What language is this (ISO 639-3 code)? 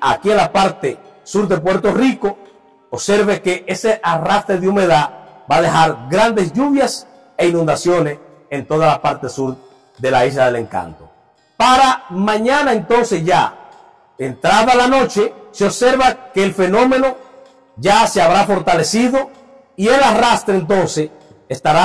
spa